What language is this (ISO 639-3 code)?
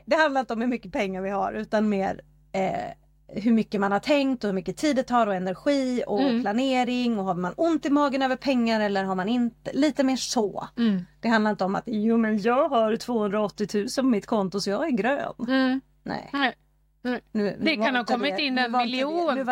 swe